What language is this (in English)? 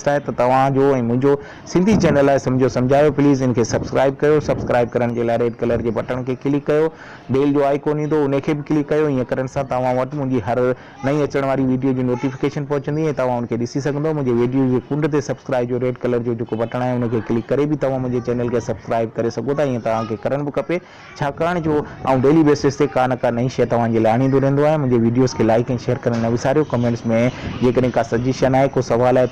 Sindhi